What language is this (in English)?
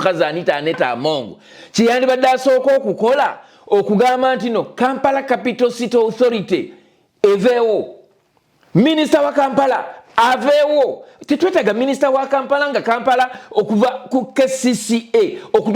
Ganda